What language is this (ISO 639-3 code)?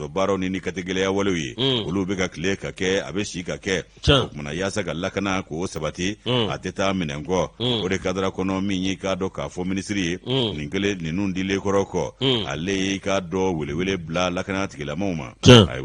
bam